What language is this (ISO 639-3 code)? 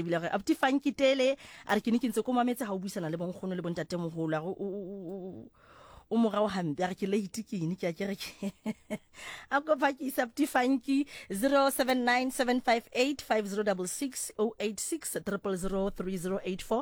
sot